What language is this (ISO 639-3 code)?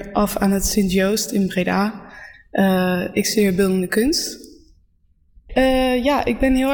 nld